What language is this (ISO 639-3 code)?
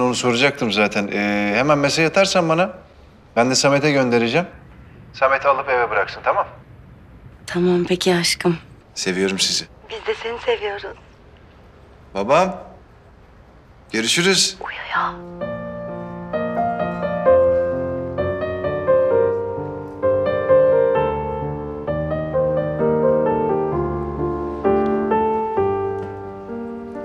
tur